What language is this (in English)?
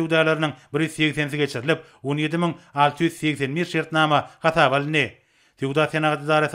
Turkmen